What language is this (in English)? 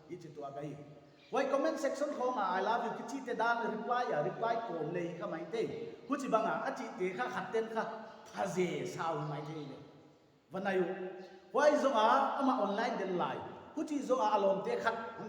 Paite Chin